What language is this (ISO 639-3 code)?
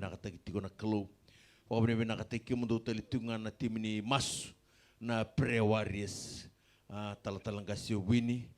fij